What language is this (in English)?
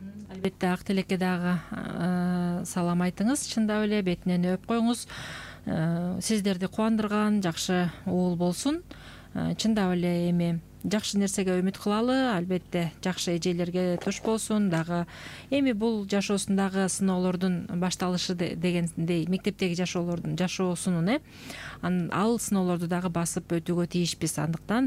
Kyrgyz